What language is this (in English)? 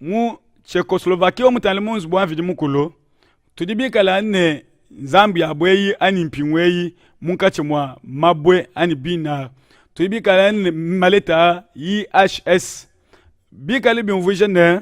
Luba-Lulua